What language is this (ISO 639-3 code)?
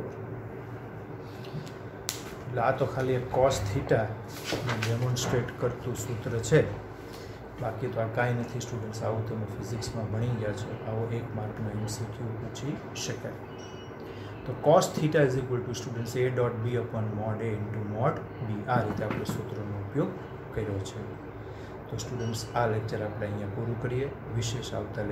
guj